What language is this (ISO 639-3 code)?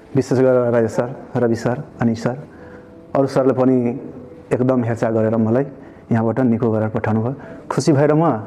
nep